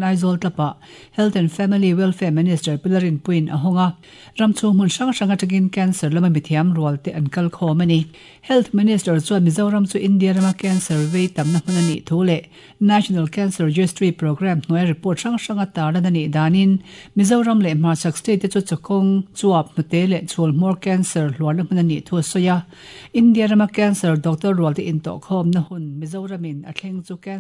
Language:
Mizo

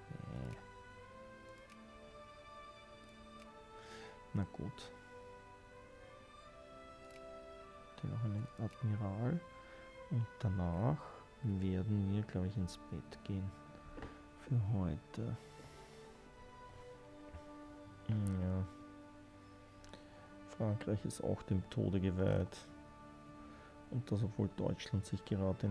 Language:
German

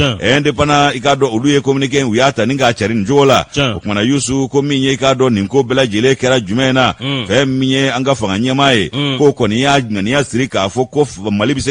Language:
Bambara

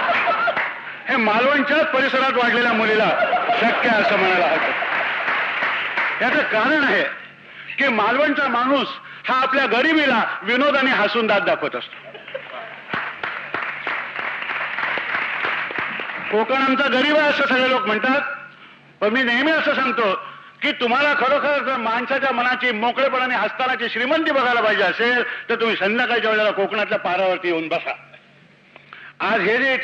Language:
Marathi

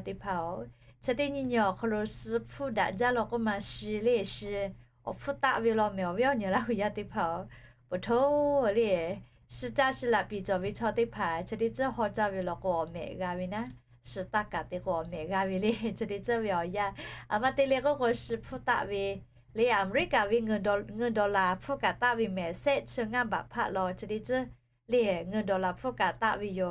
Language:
Lahu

